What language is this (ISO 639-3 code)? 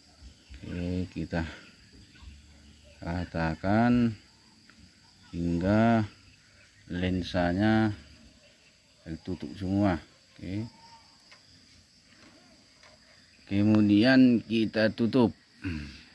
ind